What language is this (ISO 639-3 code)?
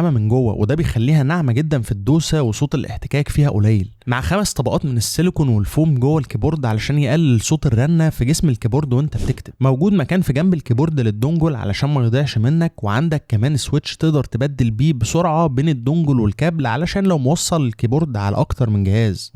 arz